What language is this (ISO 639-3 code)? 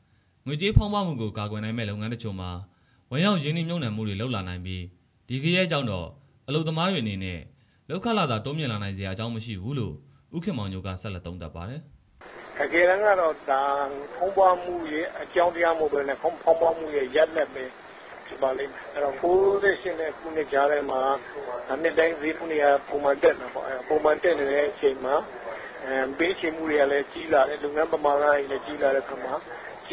mya